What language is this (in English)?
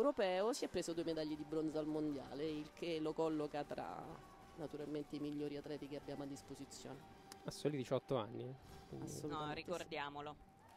Italian